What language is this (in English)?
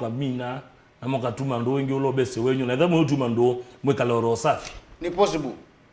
Kamba